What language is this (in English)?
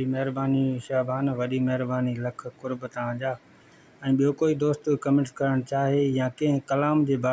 Sindhi